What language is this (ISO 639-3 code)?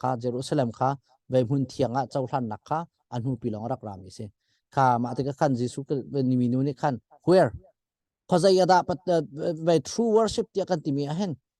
cnh